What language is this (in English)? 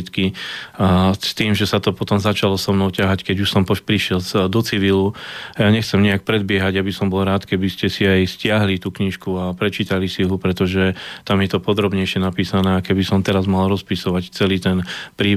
Slovak